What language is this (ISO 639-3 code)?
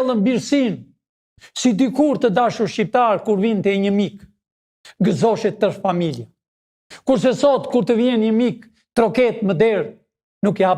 sqi